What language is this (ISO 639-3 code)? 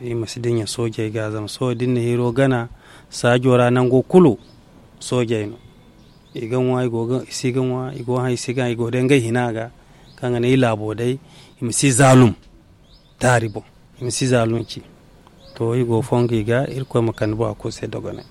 dje